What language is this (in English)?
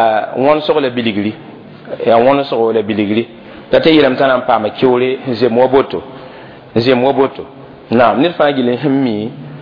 Mossi